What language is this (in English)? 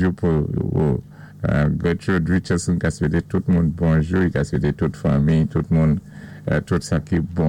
Saint Lucian Creole French